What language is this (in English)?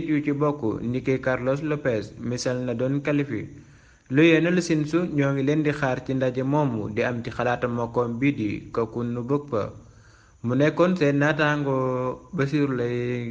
Wolof